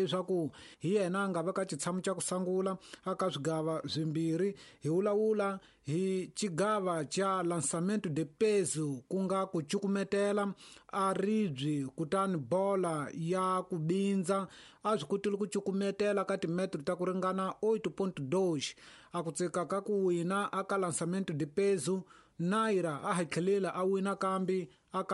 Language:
Tsonga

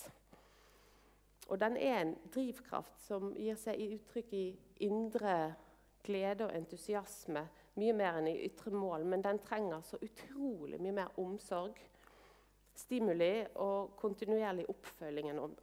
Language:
Norwegian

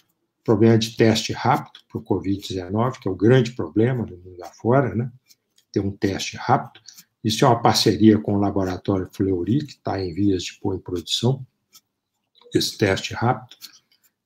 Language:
Portuguese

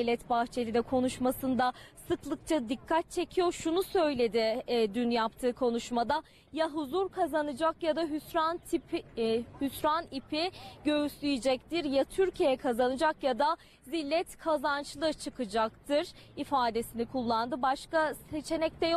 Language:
Turkish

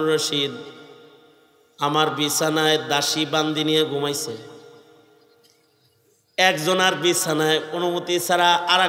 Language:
Bangla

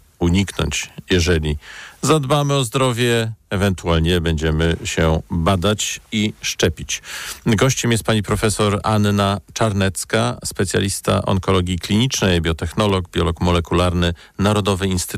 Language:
Polish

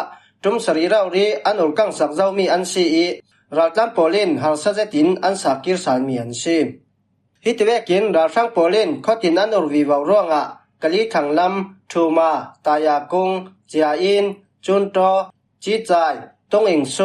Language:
Falam Chin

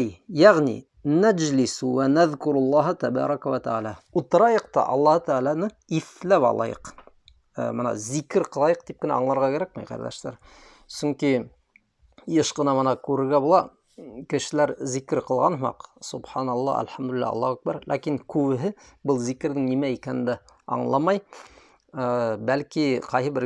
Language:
Bashkir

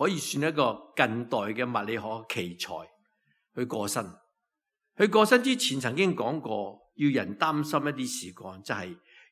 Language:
Cantonese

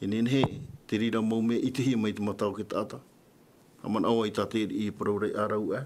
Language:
Tahitian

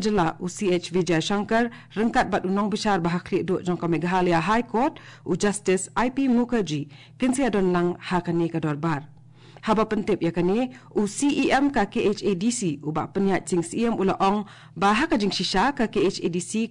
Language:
Khasi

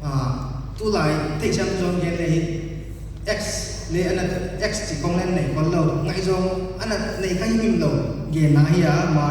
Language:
Paite Chin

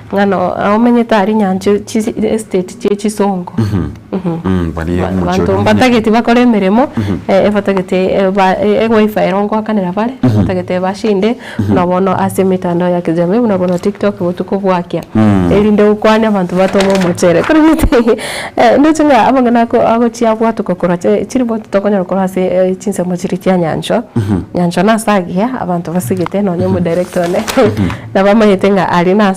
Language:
Gusii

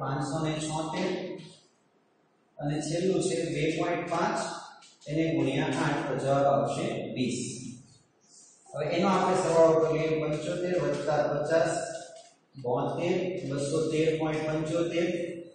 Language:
Gujarati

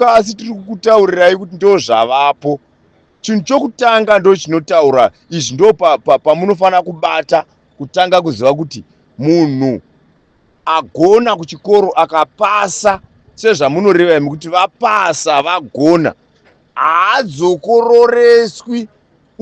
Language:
Shona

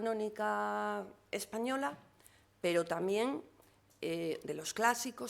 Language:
Asturian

